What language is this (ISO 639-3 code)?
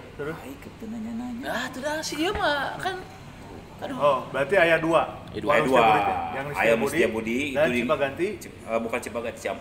sun